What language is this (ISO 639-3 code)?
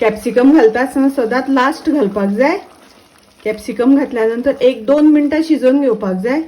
kok